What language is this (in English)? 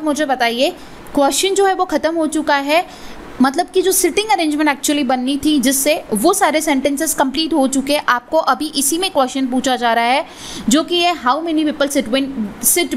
Hindi